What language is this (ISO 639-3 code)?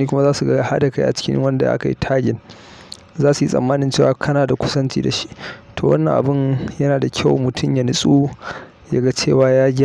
hau